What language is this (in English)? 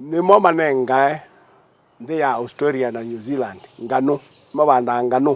Kamba